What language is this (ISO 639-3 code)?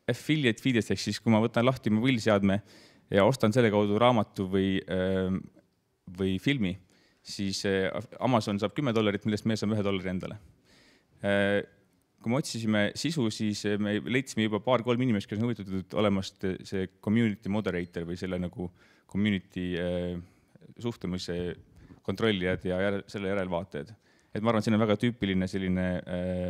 est